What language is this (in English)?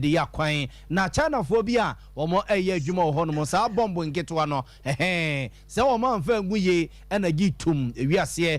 Akan